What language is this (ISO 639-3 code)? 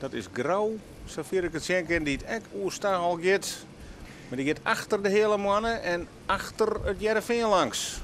fry